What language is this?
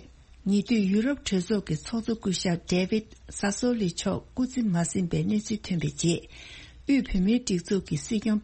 Tibetan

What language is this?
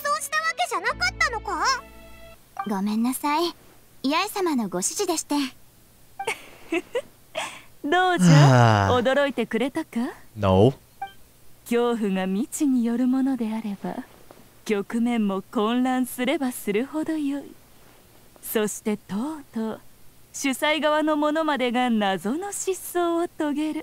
Japanese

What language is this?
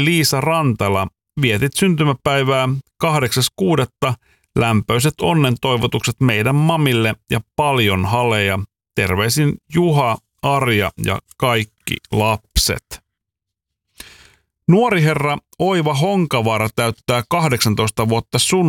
Finnish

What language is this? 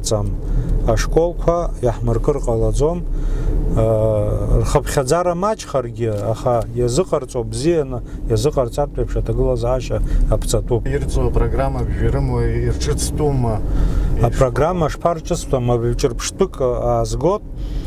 Abkhazian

